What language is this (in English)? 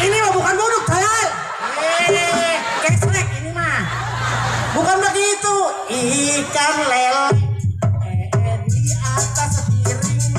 Betawi